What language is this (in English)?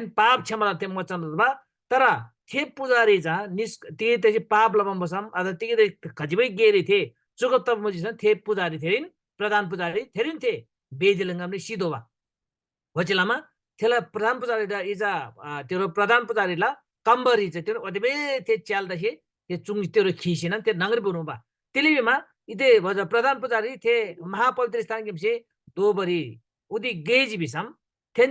Eastern Tamang